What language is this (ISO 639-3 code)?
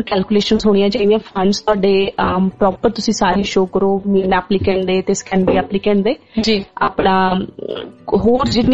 pan